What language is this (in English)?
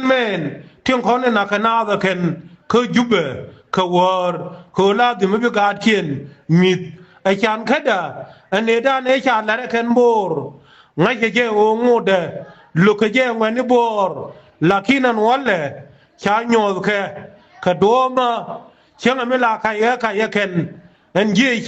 Nuer